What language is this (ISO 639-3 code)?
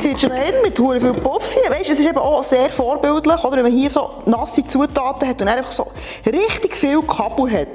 gsw